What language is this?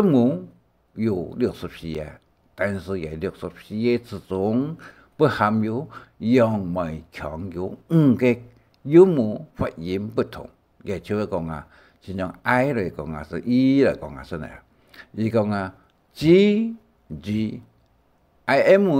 Hakka Chinese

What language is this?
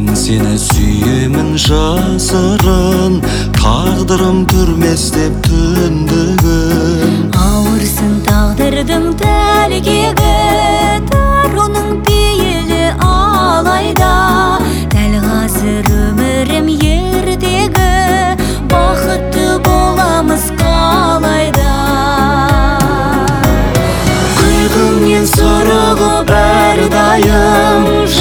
Kazakh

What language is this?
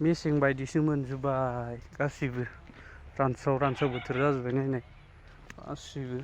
Bodo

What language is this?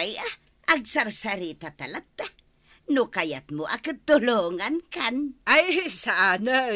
Iloko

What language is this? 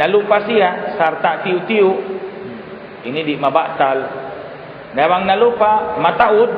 Tausug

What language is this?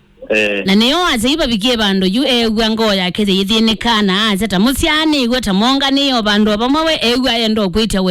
Kamba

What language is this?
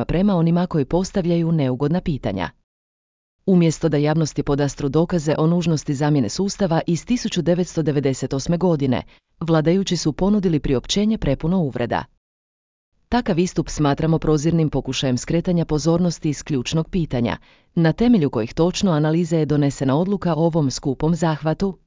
Croatian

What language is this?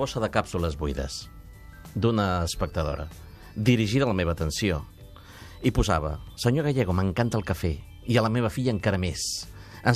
Catalan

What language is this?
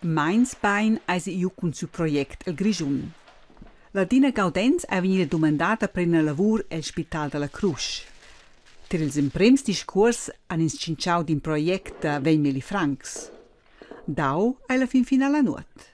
Romansh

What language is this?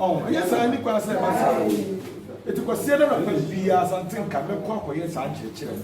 Akan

